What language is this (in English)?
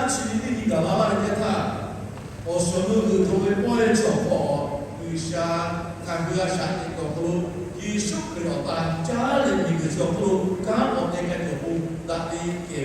Lahu